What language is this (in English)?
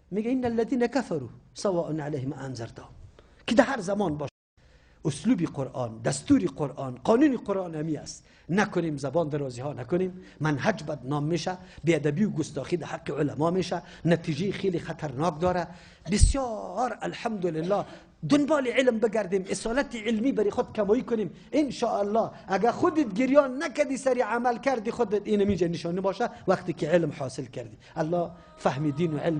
Persian